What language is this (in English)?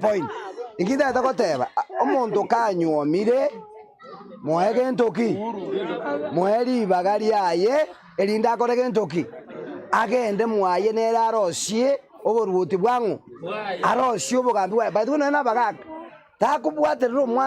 Gusii